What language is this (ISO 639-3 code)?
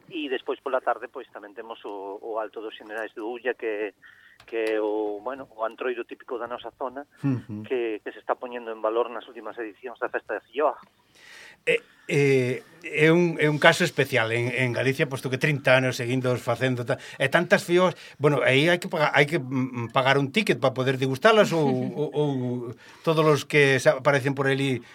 glg